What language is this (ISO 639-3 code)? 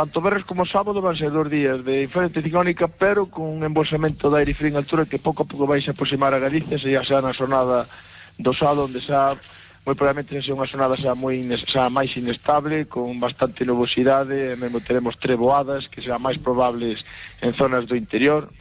glg